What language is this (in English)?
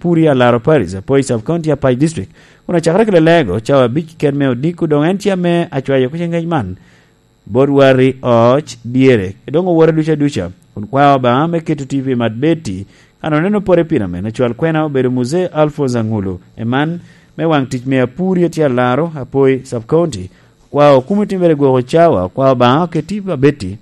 Lango (Uganda)